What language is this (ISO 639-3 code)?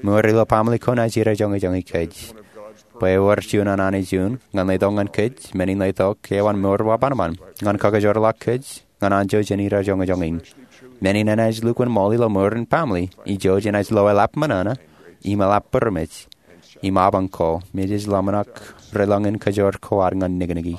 mah